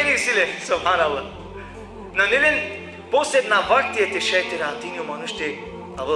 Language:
Balkan Romani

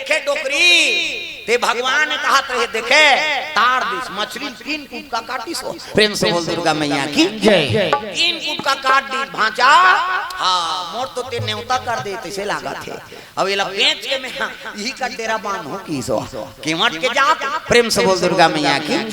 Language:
Chhattisgarhi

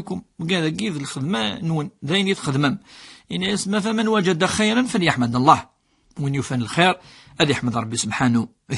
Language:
Kabyle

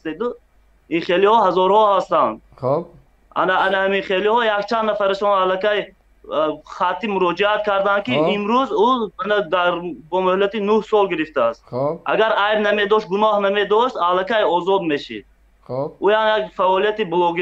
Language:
Tajik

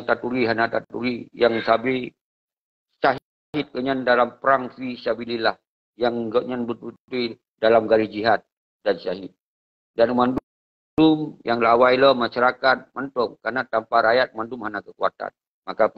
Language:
Achinese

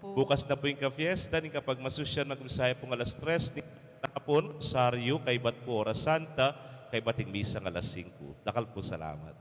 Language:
Pampanga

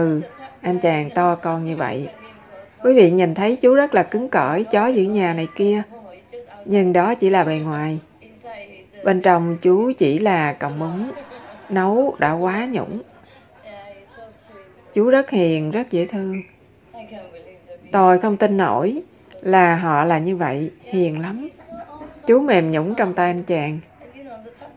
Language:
Vietnamese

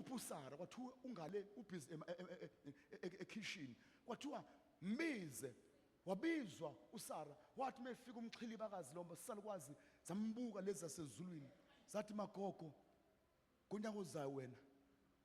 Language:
Zulu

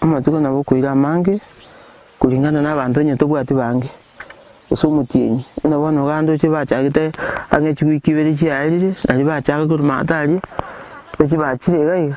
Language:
Gusii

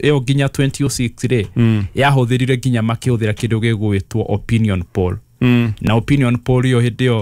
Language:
Kikuyu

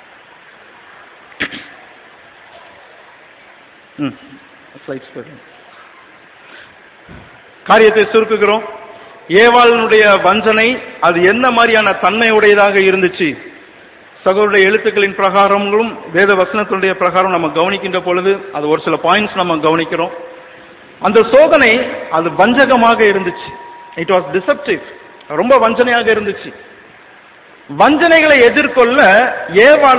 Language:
Tamil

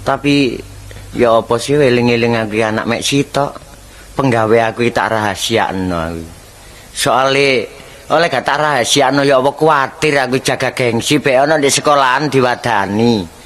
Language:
Javanese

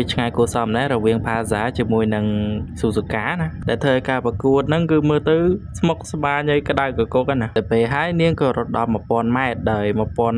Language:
Khmer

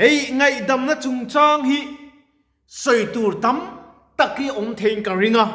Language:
Mizo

